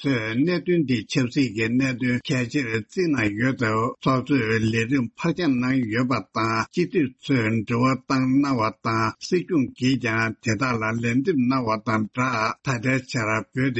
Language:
Tibetan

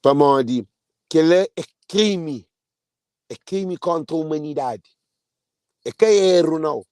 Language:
Kabuverdianu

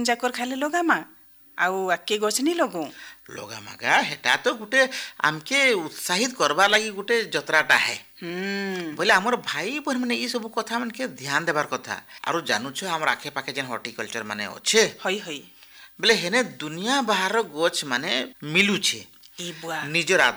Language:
Odia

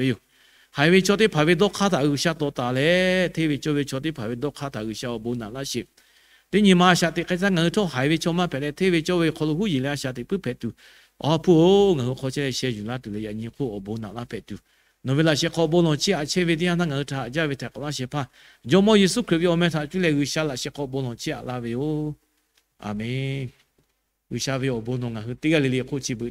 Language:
Lahu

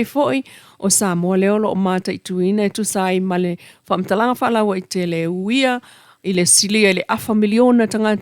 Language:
Samoan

